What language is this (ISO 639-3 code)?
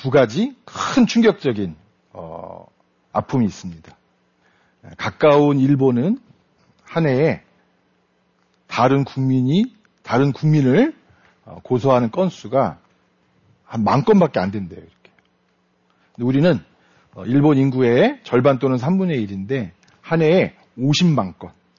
kor